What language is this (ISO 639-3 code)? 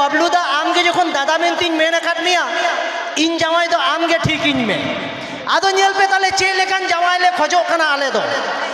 sat